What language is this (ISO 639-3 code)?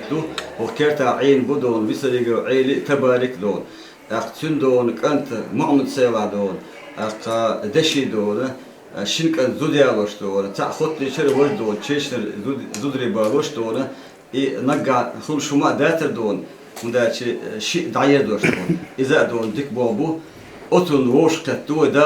che